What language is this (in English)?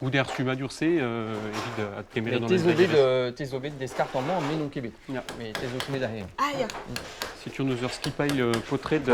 Breton